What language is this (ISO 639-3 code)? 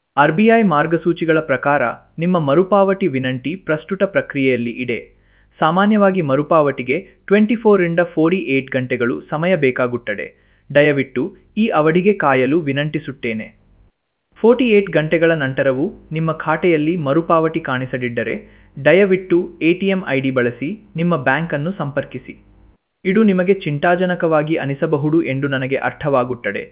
kan